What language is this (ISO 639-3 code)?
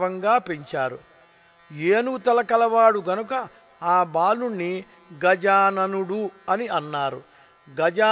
tel